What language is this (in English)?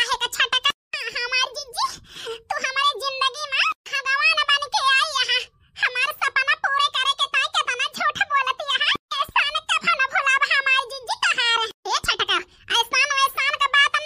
Awadhi